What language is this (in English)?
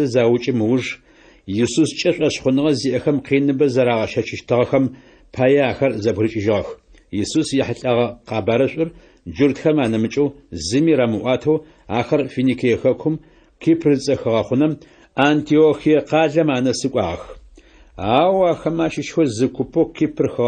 Adyghe